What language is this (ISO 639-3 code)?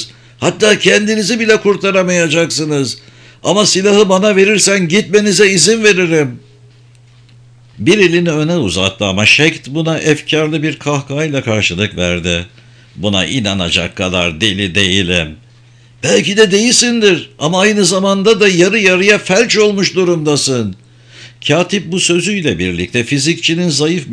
tur